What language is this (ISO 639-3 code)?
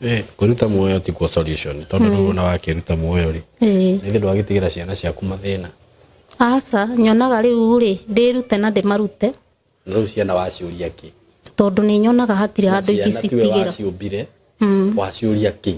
kik